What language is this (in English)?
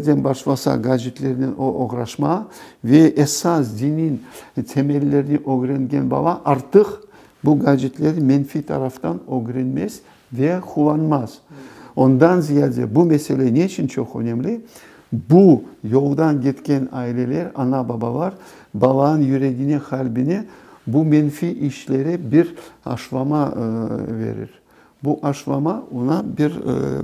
Crimean Tatar